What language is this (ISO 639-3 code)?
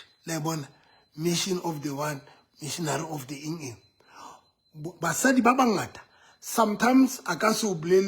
sot